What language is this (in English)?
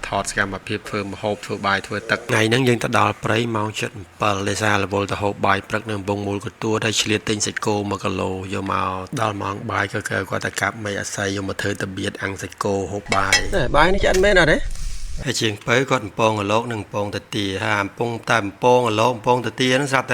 Khmer